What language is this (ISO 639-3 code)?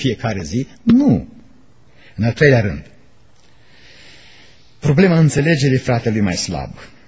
ron